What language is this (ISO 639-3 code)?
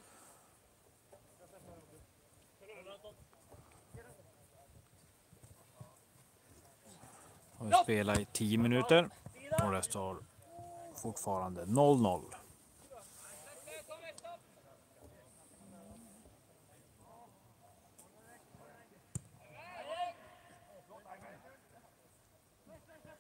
swe